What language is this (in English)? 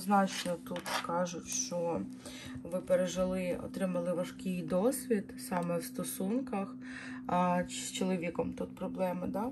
Ukrainian